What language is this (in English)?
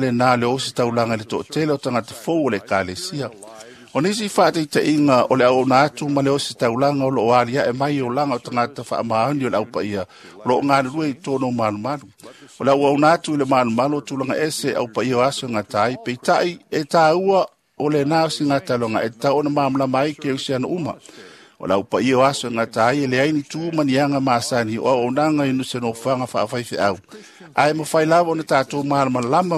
Samoan